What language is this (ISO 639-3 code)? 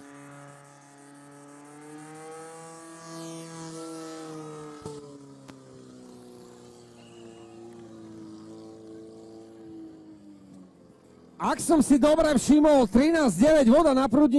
slk